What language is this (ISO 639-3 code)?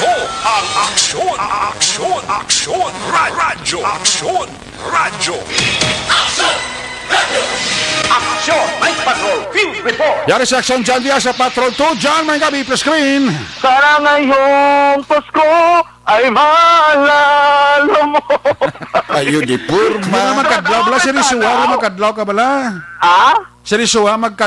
hil